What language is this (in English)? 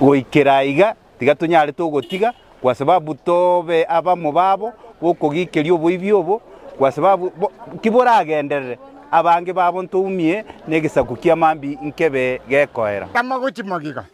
Gusii